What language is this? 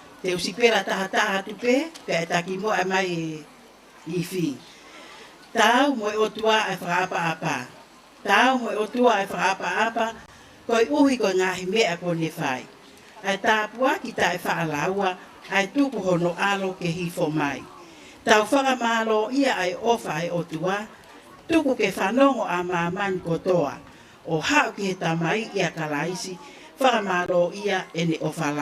Tongan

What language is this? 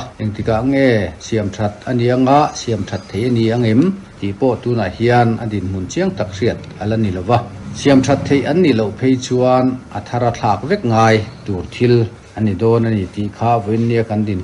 Mizo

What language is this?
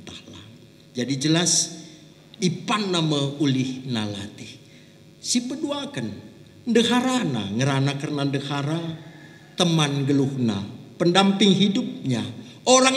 Batak Karo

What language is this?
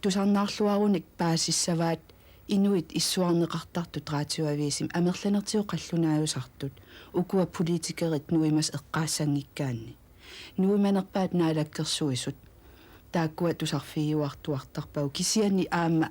Kalaallisut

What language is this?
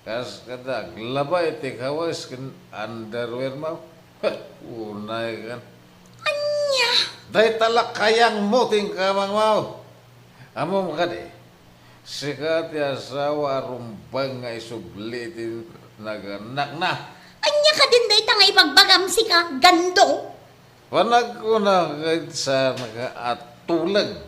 Iloko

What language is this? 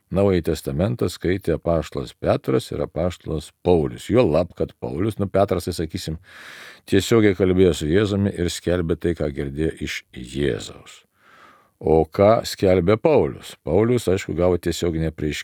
Lithuanian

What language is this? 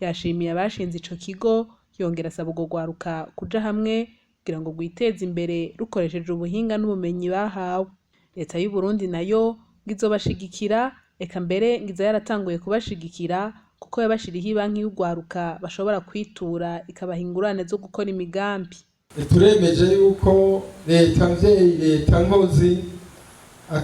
Rundi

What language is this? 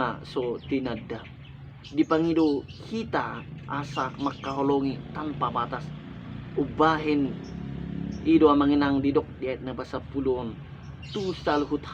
Batak Toba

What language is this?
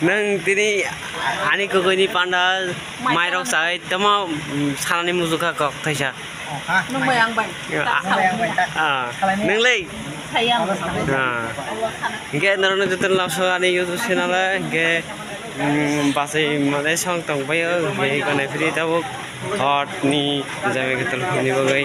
Kok Borok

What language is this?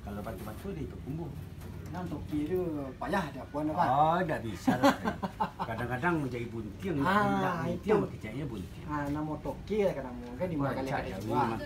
Minangkabau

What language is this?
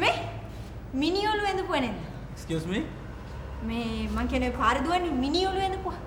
Sinhala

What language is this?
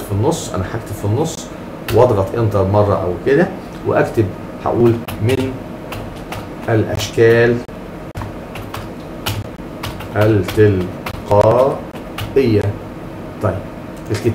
Egyptian Arabic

